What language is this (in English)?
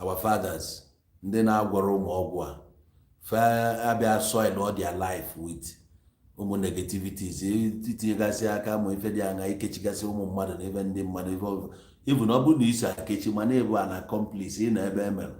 Igbo